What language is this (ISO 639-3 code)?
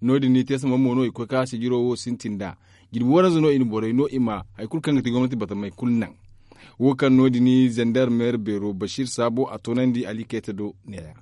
dje